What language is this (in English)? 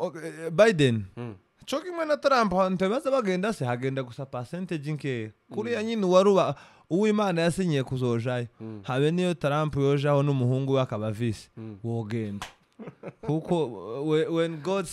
Rundi